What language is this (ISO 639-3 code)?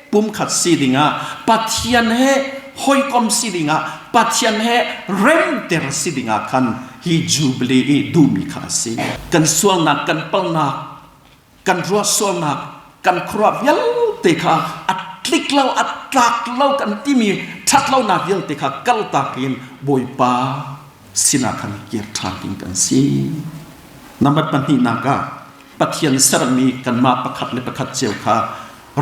cnh